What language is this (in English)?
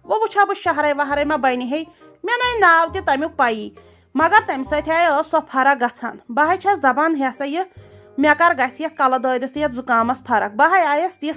Kashmiri